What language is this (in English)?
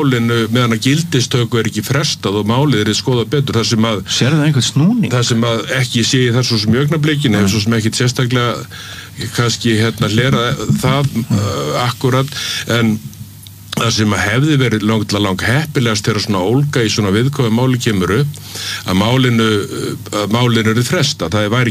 Icelandic